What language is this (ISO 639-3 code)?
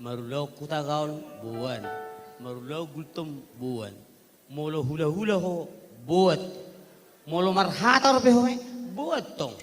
bbc